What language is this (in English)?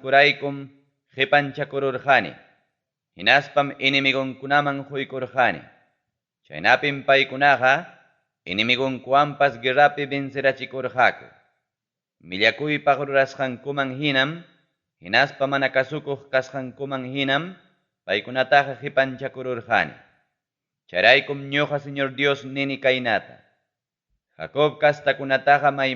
Ayacucho Quechua